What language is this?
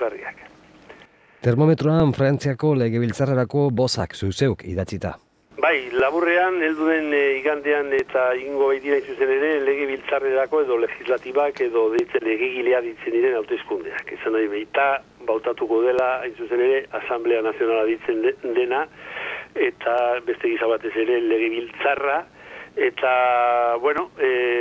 Basque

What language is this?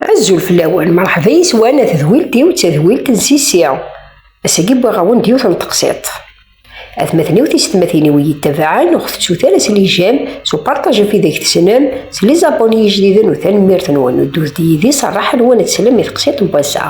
Kabyle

